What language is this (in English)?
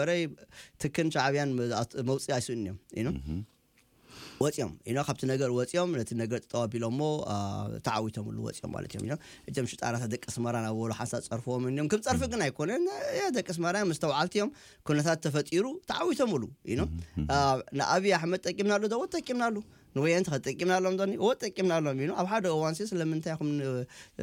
Tigrinya